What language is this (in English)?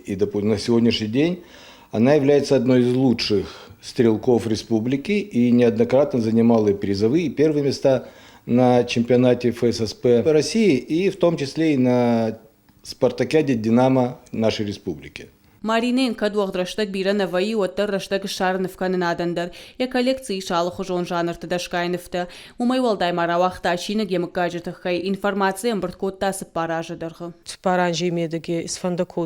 Ossetic